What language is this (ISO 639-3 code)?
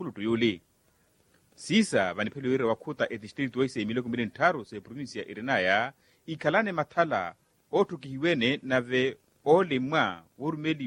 vmw